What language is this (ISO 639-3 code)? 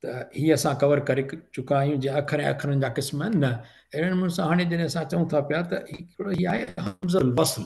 snd